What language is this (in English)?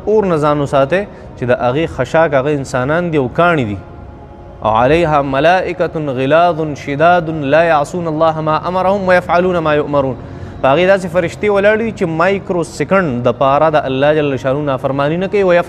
Pashto